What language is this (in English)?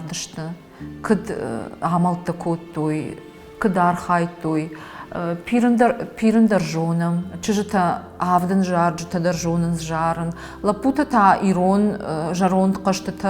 Ossetic